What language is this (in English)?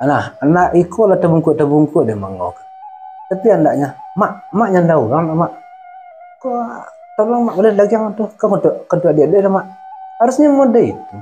Minangkabau